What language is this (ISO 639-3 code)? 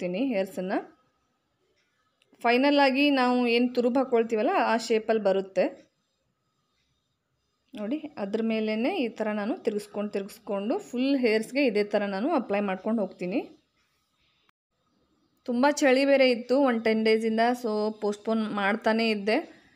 kan